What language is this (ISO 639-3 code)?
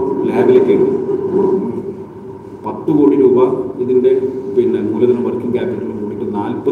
mal